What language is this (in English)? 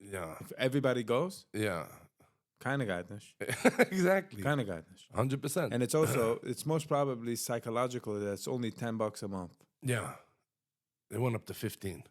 Yiddish